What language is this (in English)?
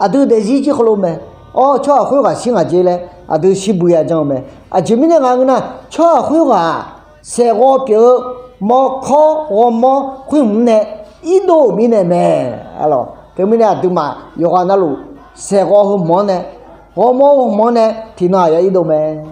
Akha